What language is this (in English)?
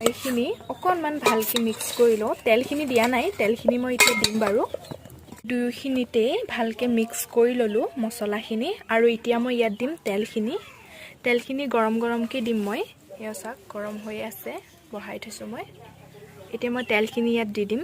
Assamese